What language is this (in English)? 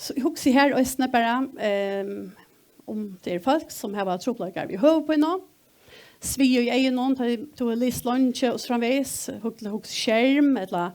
Faroese